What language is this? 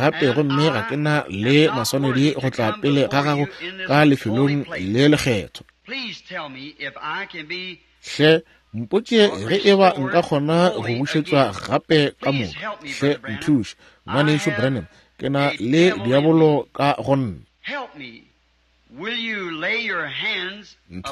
Northern Sotho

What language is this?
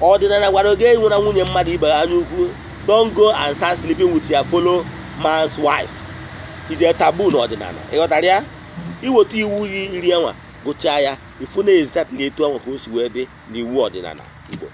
Igbo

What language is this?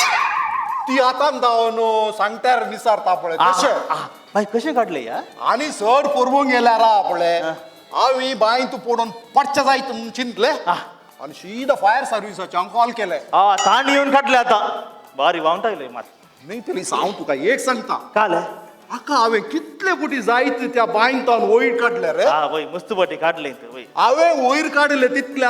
Konkani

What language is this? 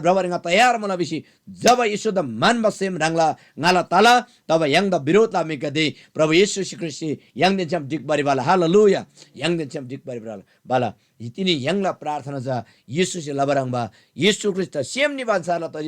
Eastern Tamang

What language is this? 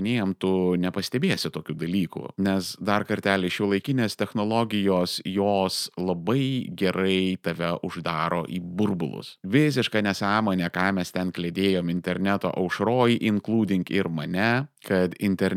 Lithuanian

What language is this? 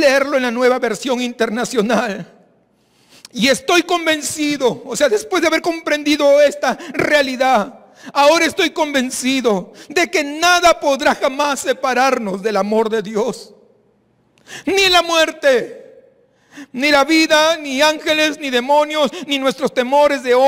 Spanish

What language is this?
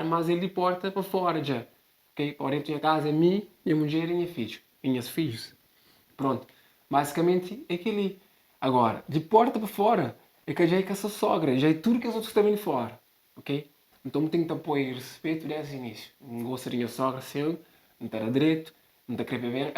Kabuverdianu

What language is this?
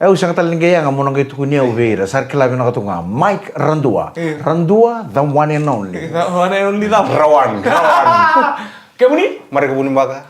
Fijian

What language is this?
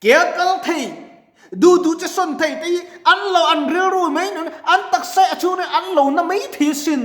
Mizo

